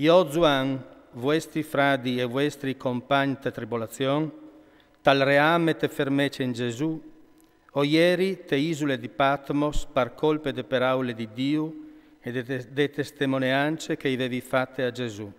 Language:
Friulian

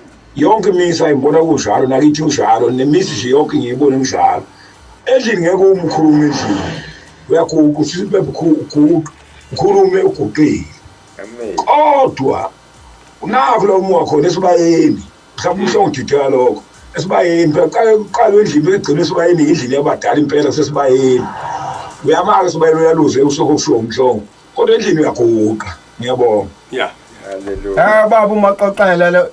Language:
Zulu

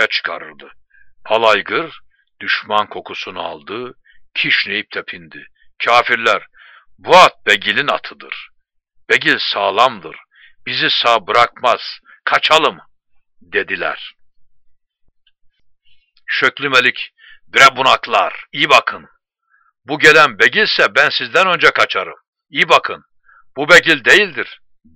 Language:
Turkish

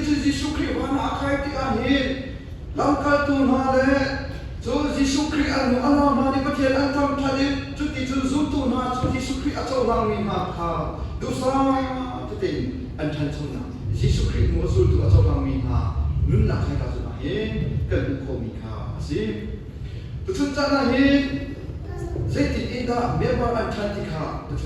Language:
Hakha Chin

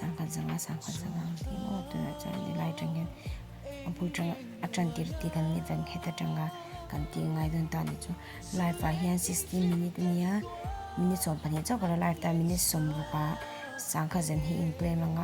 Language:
Mizo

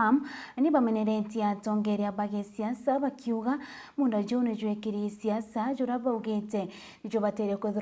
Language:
Meru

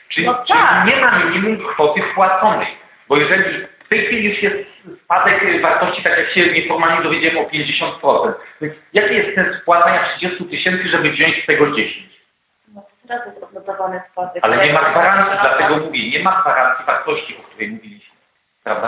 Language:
Polish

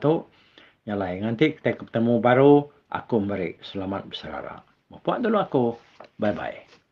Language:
Iban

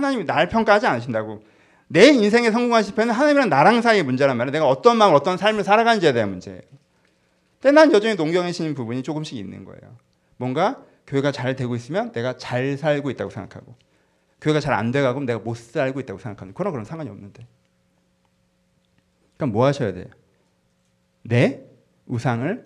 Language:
Korean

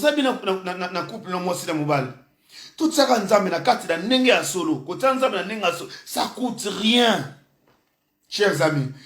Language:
Lingala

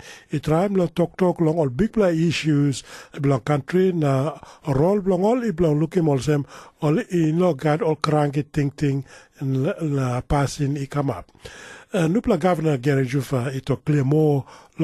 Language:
Tok Pisin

